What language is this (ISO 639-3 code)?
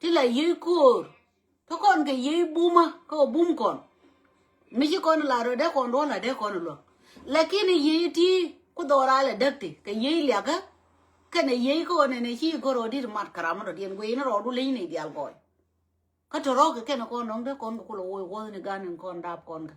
nus